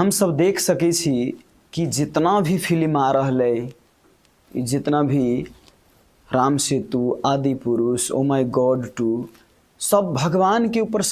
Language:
Maithili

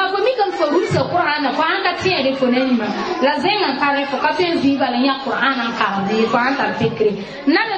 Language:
Mossi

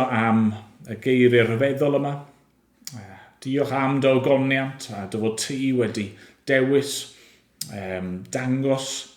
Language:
Welsh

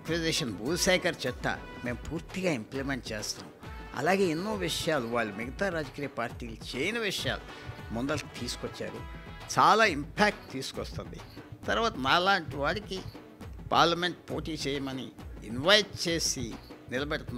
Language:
Telugu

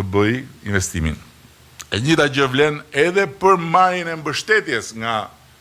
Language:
Albanian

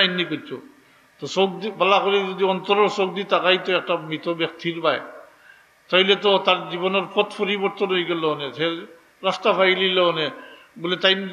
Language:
Sylheti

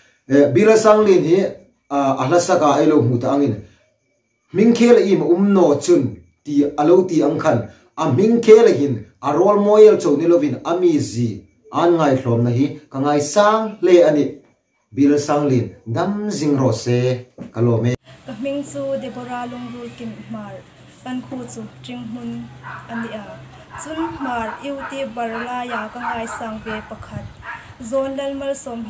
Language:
Hmar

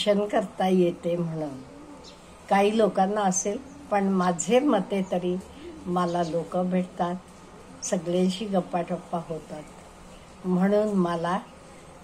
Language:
Marathi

